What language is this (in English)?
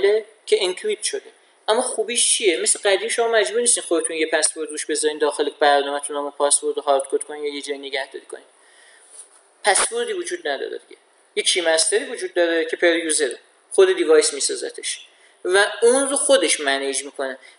Persian